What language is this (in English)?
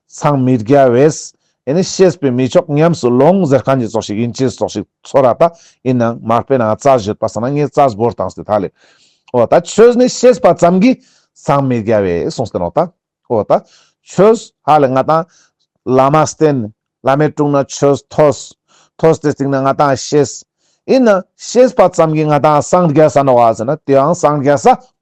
Ladakhi